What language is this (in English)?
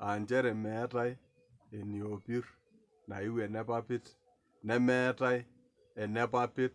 Masai